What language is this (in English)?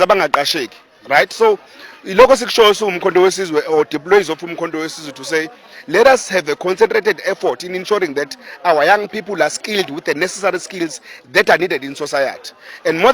Zulu